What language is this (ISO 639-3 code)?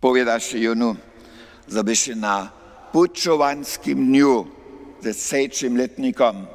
hsb